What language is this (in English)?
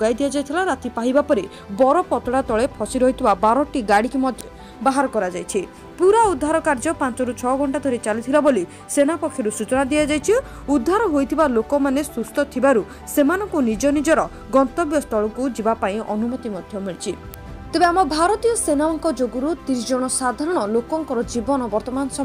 Odia